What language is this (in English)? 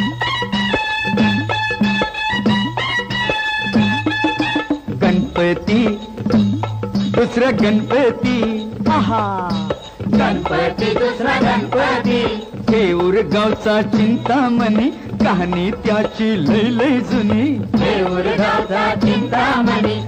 Marathi